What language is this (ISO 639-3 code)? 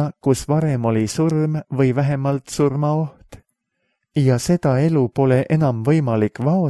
est